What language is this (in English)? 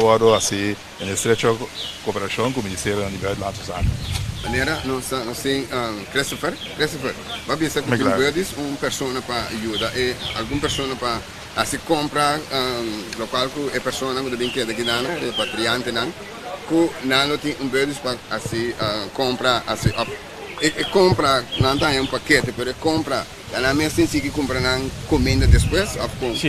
Papiamento